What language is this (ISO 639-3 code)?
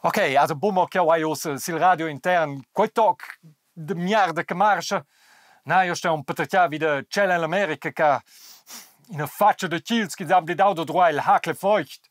roh